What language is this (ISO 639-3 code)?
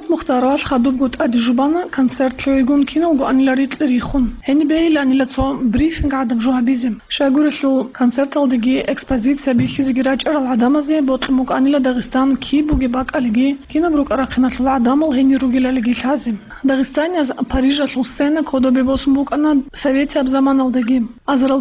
ava